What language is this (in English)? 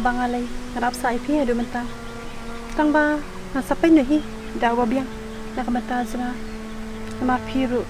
Khasi